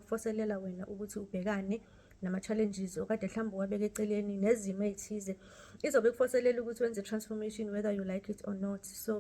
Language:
Zulu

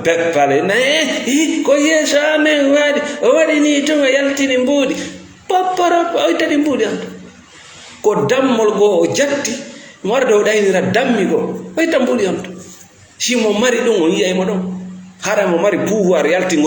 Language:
Fula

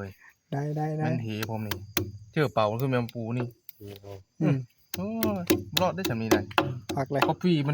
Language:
Northeastern Thai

